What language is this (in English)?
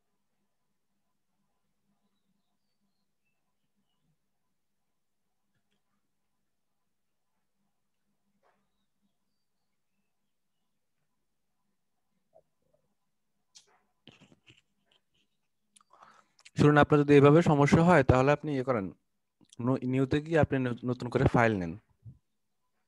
Bangla